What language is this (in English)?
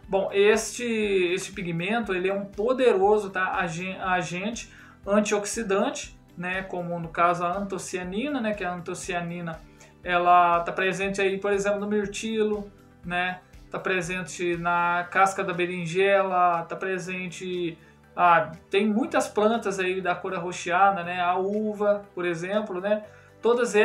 Portuguese